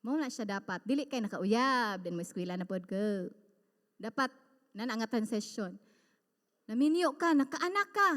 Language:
Cebuano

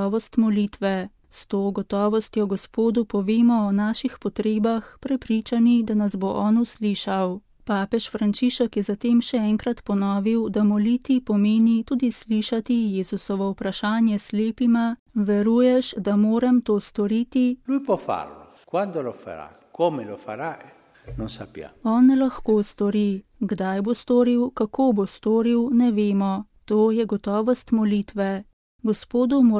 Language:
Slovenian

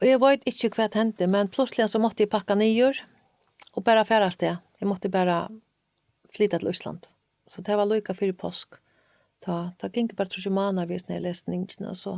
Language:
Faroese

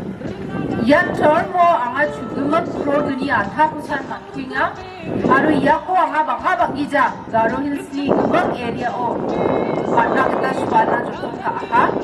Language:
Garo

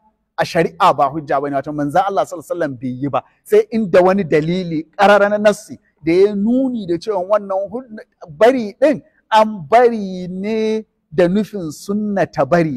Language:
Hausa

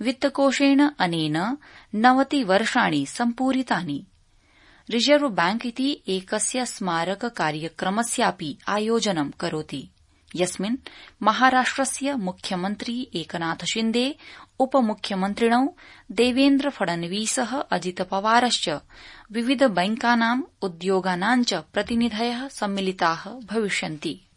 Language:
Sanskrit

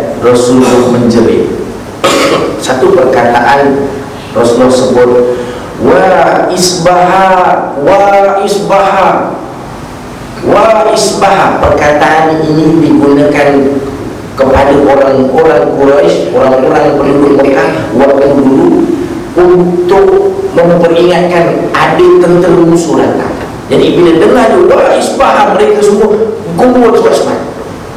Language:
Malay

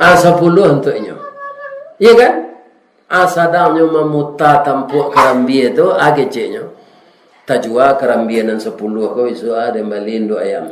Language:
Minangkabau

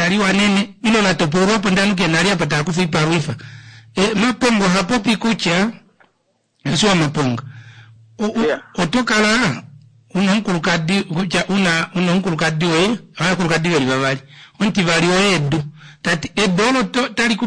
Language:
Kuanyama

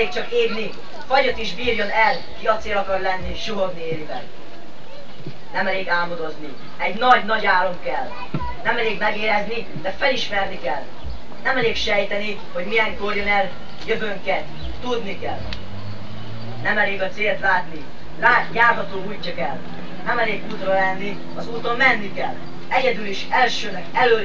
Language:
Hungarian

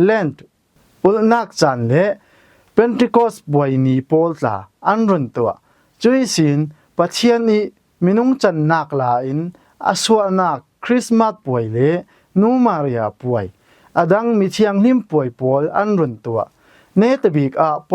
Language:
Falam Chin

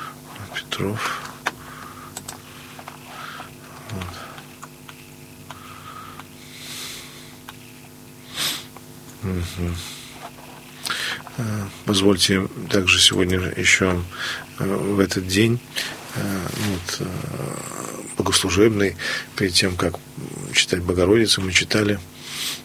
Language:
Russian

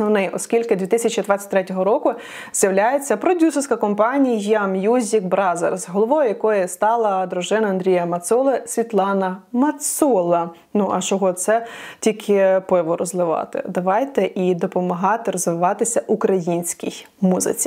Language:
Ukrainian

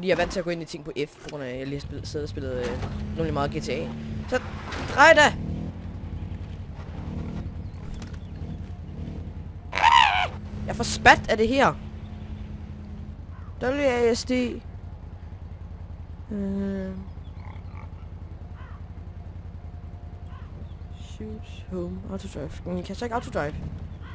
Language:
Danish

